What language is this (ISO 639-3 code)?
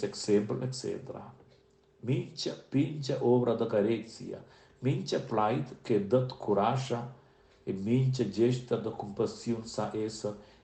roh